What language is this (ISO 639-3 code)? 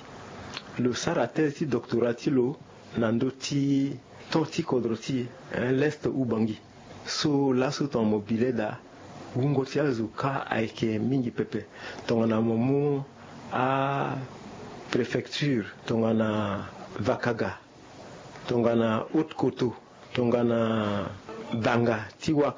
sag